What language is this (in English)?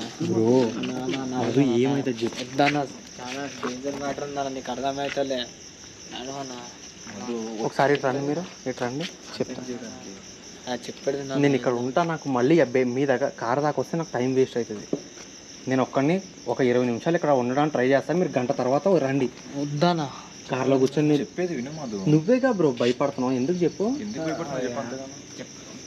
Telugu